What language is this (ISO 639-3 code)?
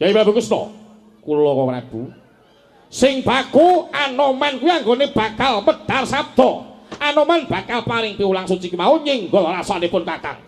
jav